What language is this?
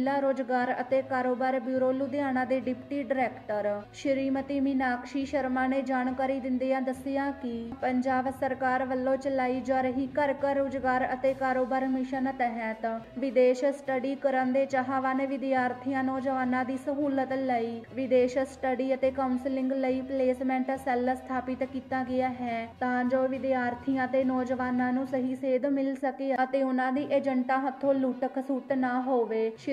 Punjabi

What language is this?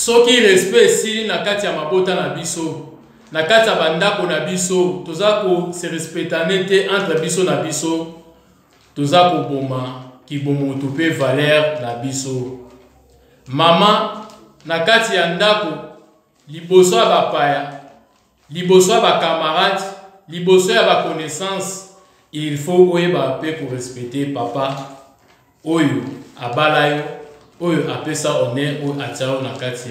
Lingala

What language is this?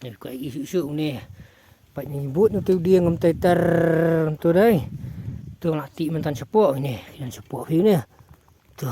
Khasi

